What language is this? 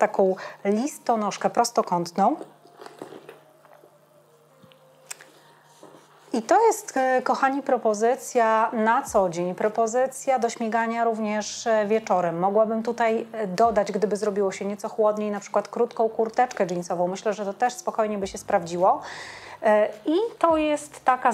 Polish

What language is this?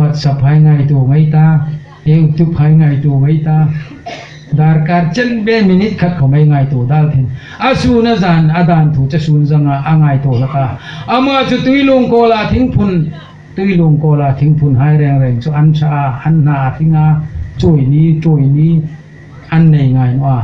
Hmar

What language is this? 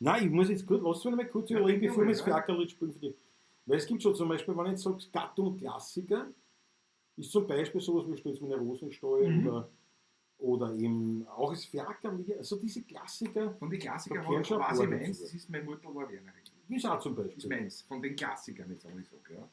Bavarian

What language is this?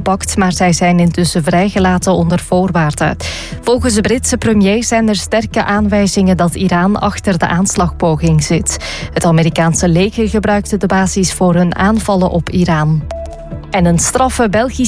Dutch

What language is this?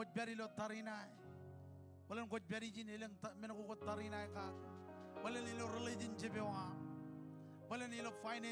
Marshallese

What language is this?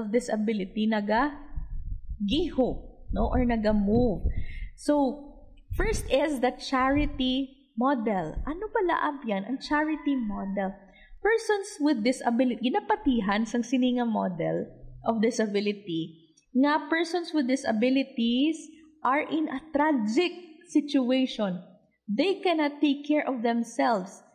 Hiligaynon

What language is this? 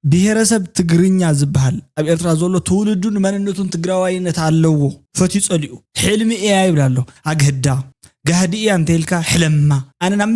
Tigrinya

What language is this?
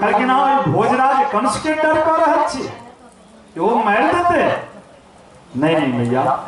Maithili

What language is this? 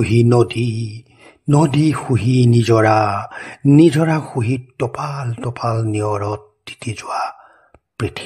Assamese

